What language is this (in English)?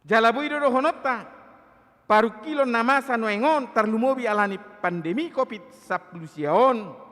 Batak Toba